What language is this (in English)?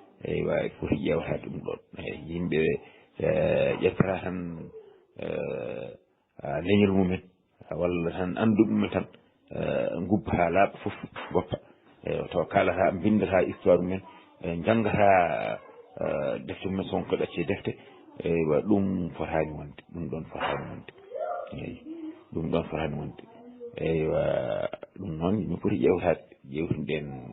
Fula